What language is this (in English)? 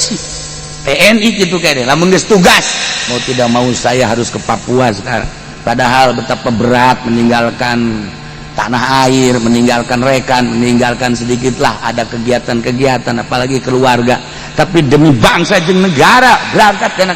Sundanese